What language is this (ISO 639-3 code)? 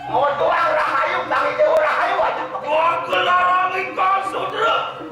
ban